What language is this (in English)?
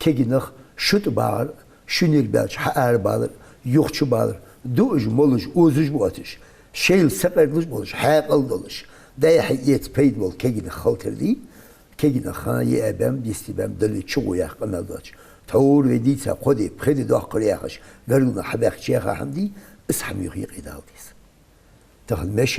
Ingush